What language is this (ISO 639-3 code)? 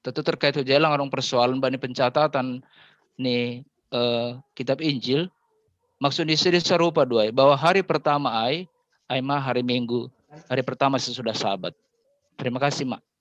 bts